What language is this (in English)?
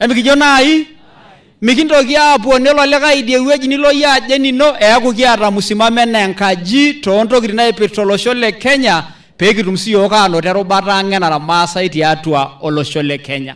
Masai